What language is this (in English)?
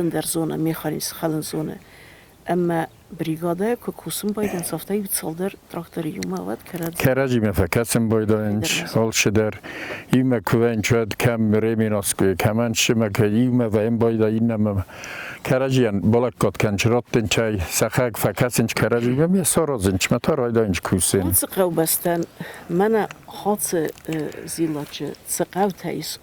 Ossetic